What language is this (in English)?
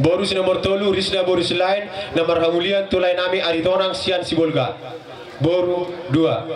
Batak Toba